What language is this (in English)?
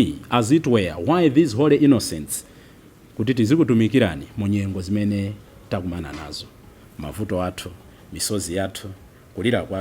Nyanja